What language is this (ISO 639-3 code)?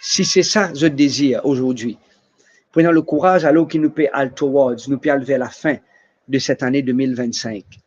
mfe